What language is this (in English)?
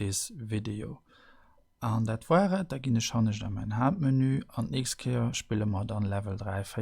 Luxembourgish